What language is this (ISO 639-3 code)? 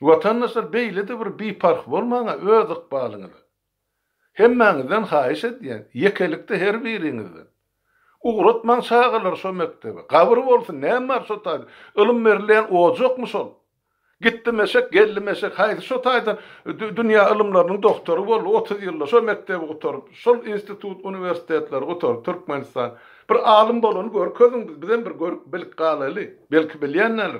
tuk